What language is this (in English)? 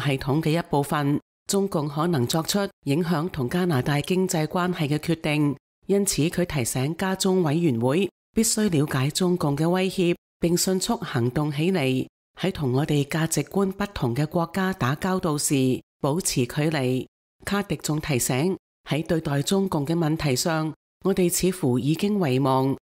Cantonese